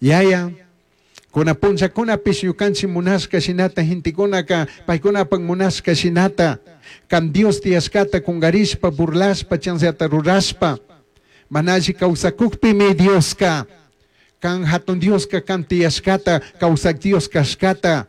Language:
Chimborazo Highland Quichua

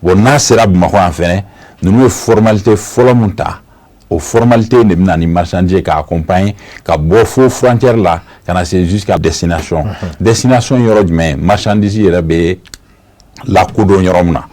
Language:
Bambara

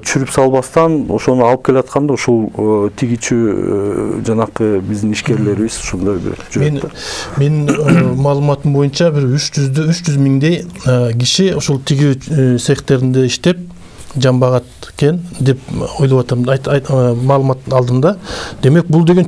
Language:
Kyrgyz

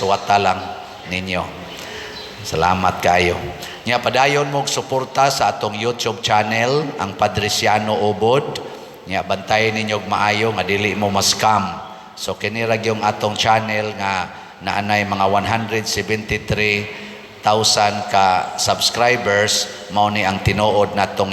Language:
Cebuano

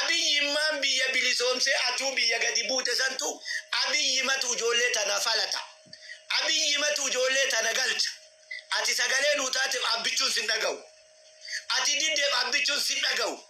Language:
Oromo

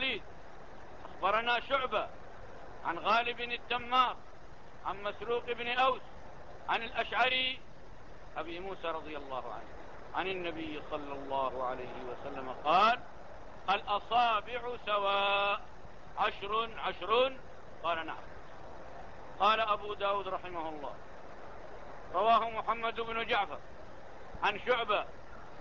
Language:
Arabic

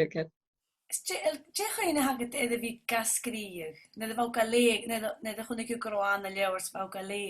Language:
Scottish Gaelic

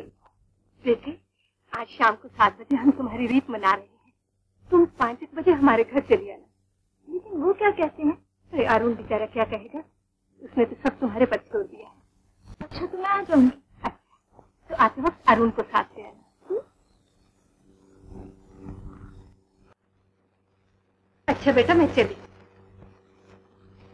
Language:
Hindi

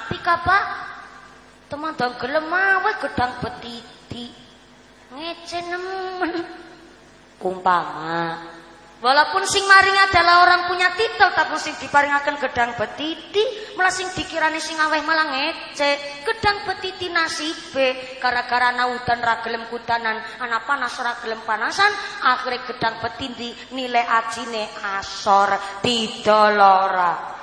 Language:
Javanese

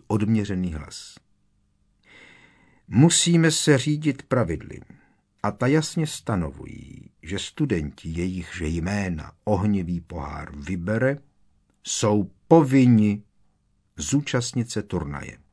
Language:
Czech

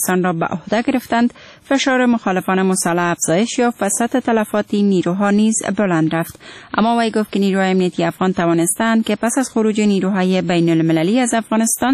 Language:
Persian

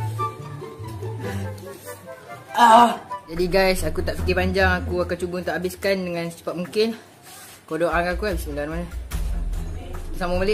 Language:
Malay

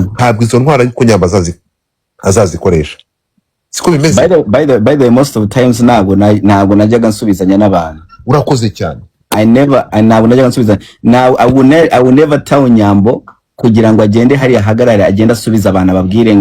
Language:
Kinyarwanda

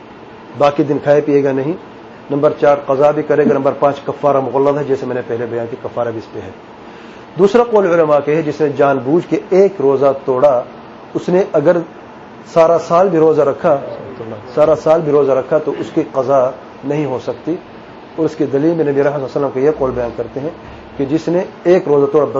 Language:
Urdu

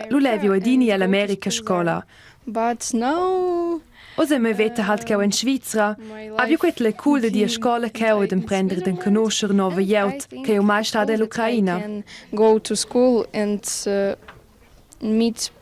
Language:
Romansh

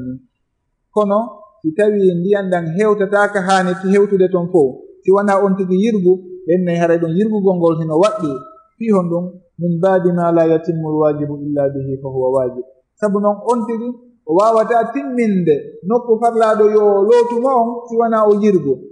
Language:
Fula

